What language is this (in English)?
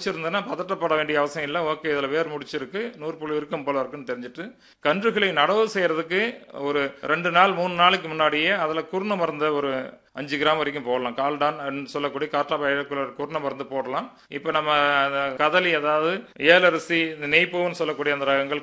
Tamil